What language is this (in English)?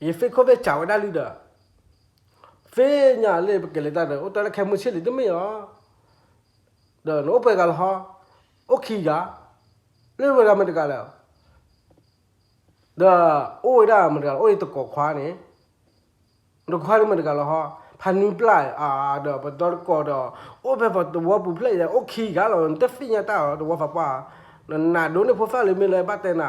S'gaw Karen